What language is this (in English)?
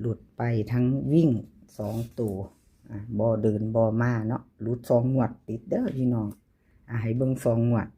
Northeastern Thai